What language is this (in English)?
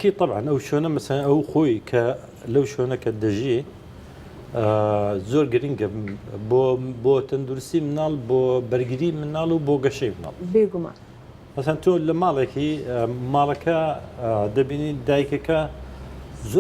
Central Kurdish